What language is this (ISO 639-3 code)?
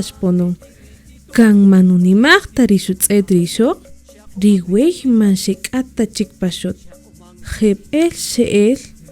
cak